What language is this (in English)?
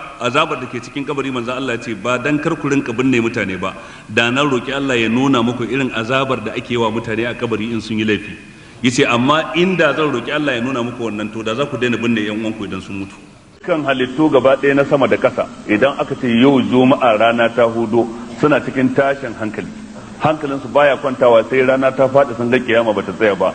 Hausa